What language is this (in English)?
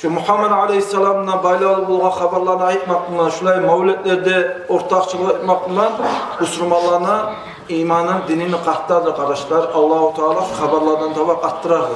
Kumyk